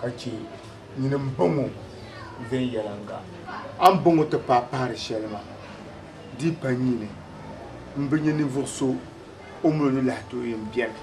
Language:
Dagbani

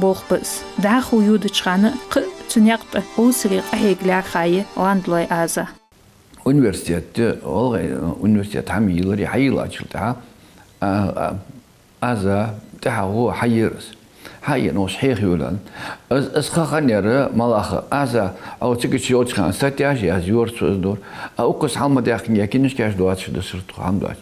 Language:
Ingush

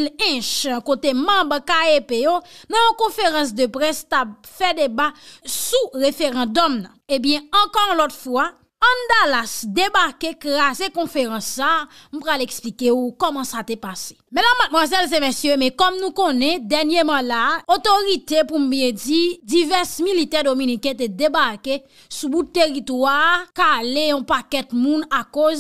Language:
Haitian Creole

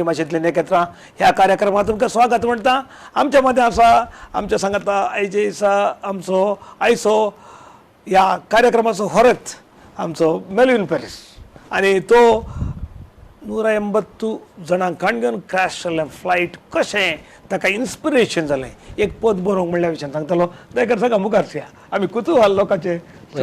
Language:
Konkani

